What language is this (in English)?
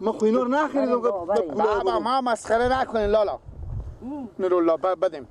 Persian